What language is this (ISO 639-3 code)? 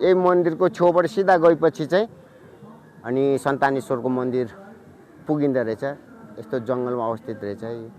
nep